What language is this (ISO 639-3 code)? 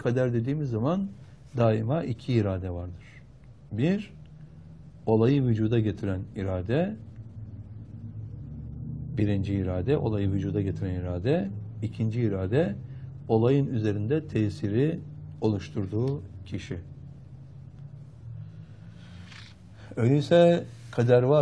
tur